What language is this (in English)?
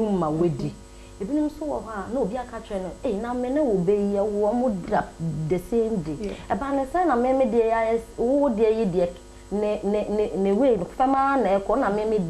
Akan